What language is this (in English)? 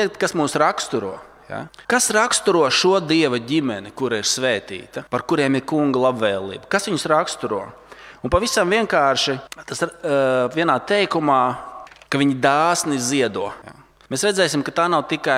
Latvian